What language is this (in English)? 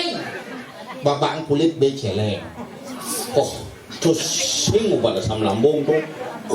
Balinese